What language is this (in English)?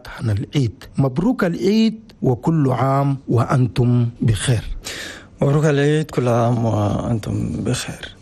Chadian Arabic